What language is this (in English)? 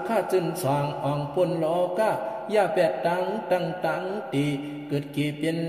Shan